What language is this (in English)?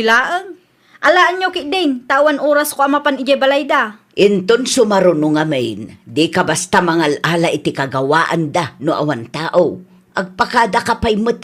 Iloko